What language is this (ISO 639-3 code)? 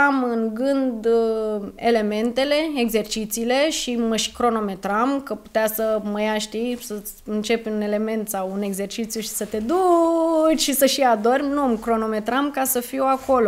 ron